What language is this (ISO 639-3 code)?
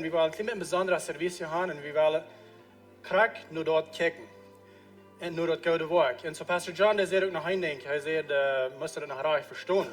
pdt